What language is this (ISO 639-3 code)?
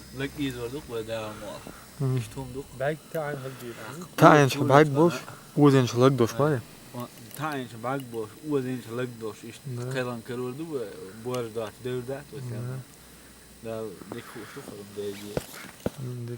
che